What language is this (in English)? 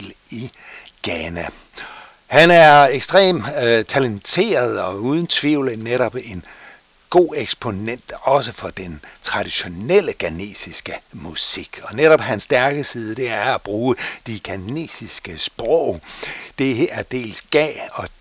Danish